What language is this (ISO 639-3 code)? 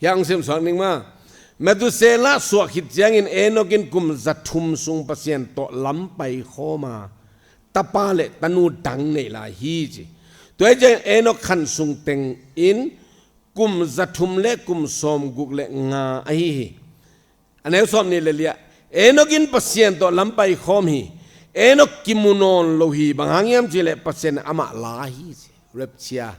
ctd